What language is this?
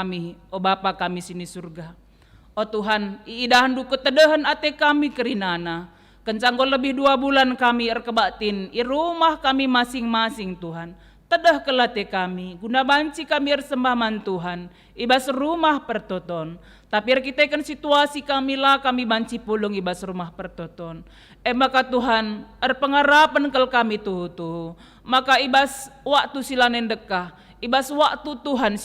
Batak Karo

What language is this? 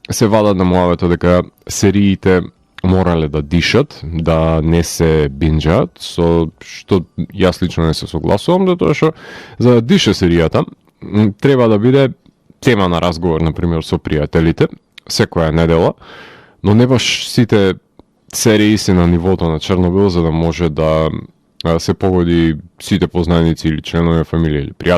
Macedonian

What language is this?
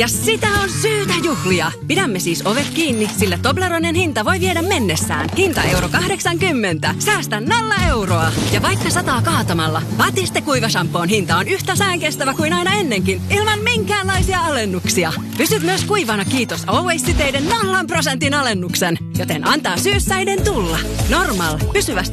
Finnish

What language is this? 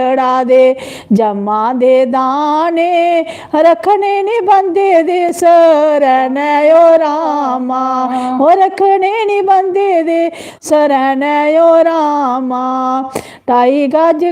Dogri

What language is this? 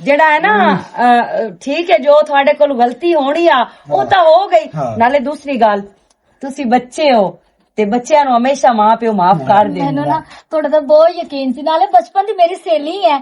Western Panjabi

